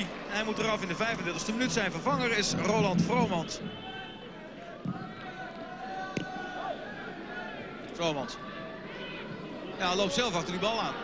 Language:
Dutch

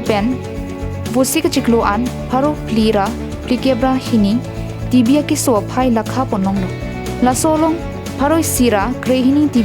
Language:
Karbi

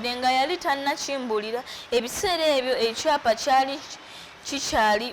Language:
Ganda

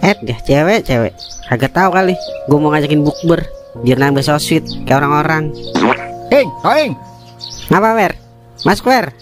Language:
Betawi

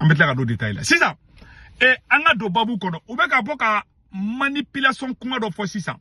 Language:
Bambara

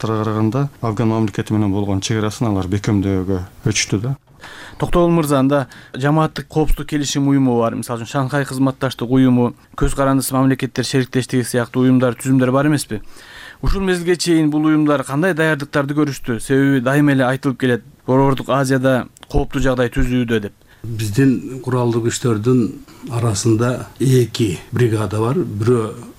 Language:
Kyrgyz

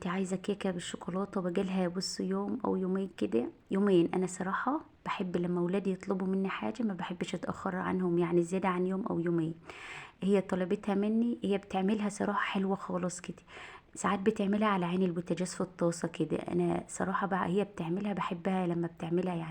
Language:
Egyptian Arabic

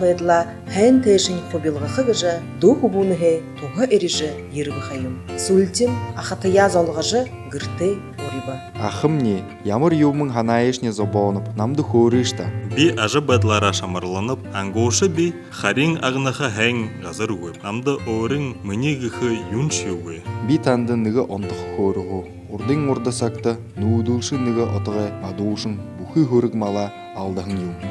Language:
Buriat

